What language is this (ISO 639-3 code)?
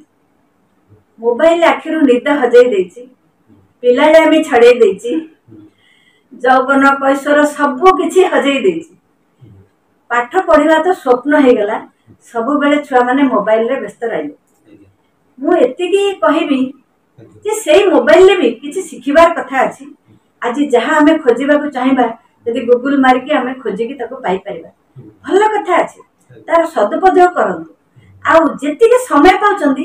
ori